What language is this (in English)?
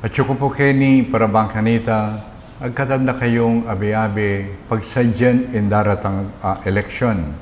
Pampanga